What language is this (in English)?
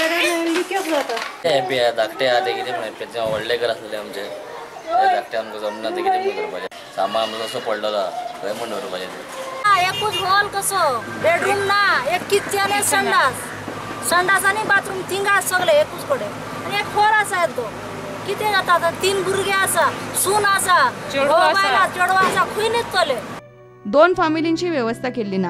Konkani